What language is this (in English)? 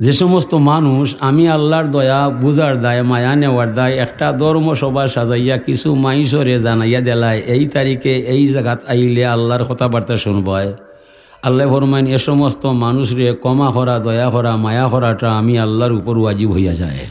Sylheti